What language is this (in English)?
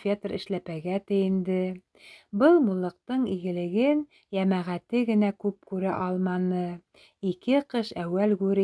Bashkir